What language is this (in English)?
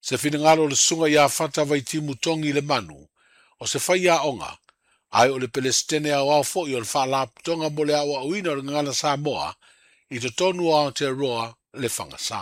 Samoan